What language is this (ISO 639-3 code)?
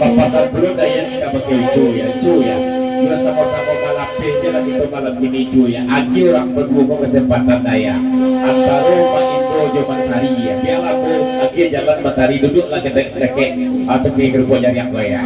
min